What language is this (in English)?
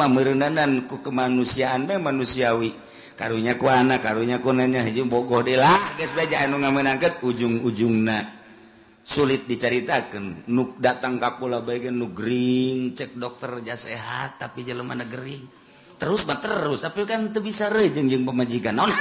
Sundanese